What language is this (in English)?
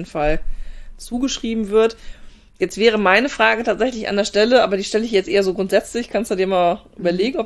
German